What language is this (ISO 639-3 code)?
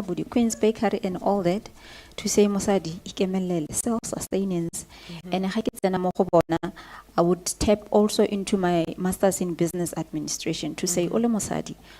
tsn